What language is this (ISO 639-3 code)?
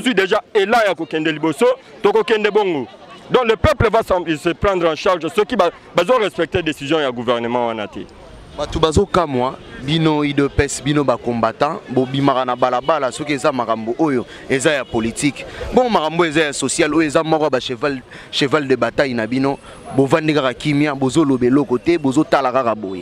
lin